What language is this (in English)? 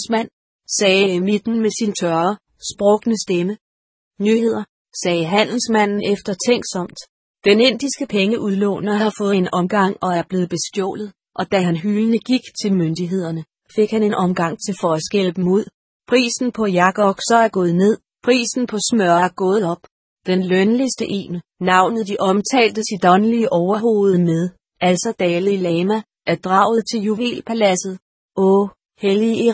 Danish